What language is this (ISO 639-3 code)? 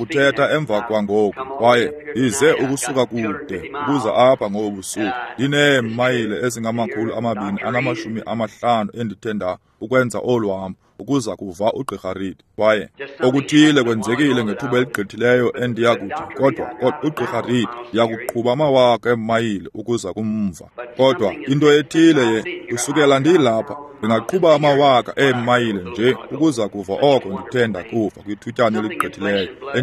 xho